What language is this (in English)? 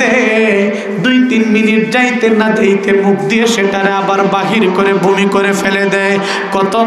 Sylheti